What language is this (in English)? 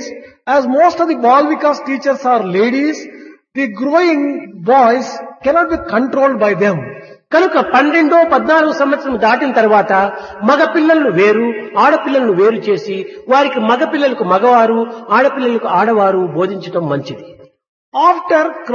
Telugu